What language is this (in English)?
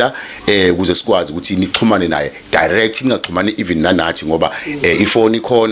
Zulu